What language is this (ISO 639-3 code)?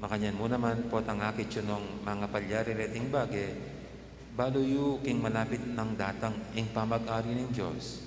pam